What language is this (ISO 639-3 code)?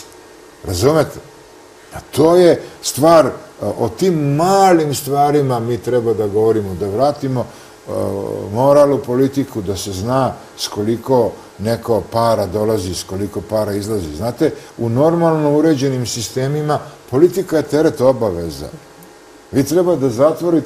srp